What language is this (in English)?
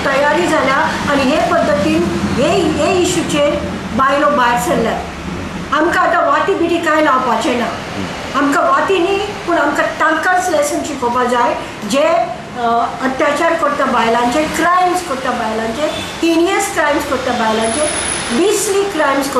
Konkani